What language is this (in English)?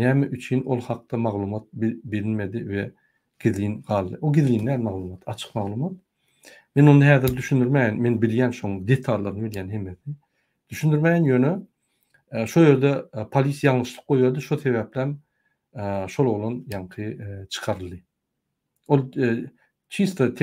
Turkmen